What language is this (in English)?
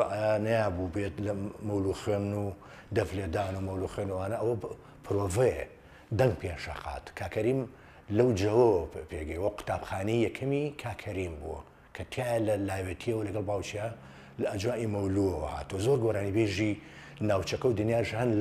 Central Kurdish